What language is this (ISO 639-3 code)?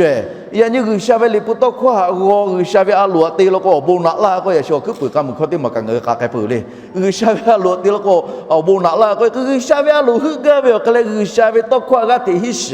lhu